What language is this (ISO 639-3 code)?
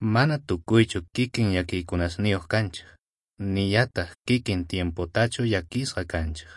quh